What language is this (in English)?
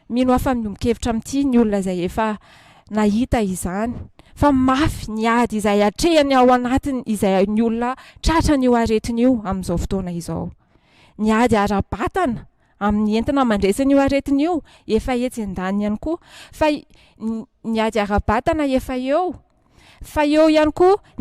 Malagasy